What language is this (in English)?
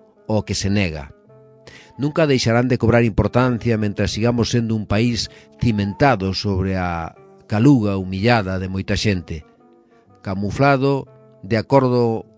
Galician